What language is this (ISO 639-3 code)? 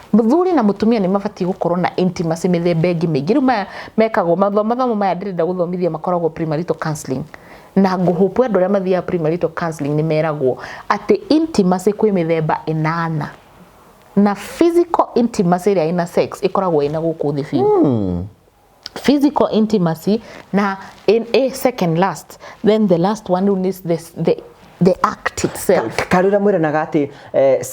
kik